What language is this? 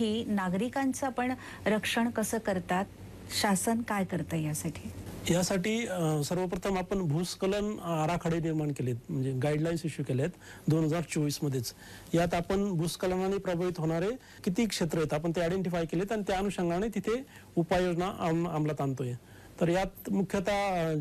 Marathi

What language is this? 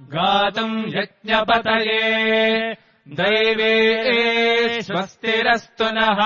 Sanskrit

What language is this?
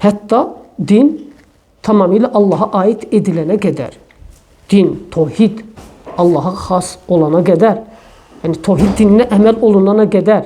Azerbaijani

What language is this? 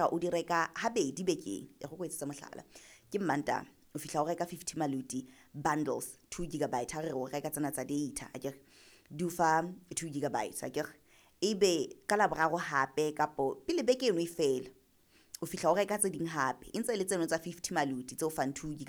Southern Sotho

